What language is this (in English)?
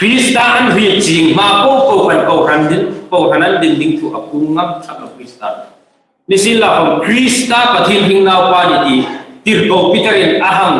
Hmar